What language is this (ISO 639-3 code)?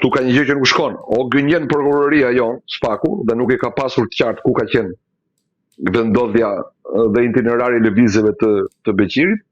sqi